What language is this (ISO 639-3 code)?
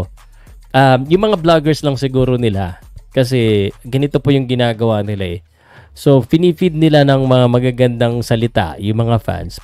fil